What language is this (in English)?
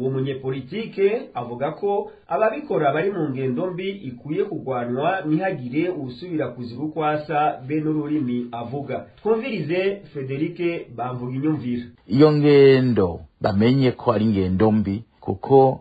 Rundi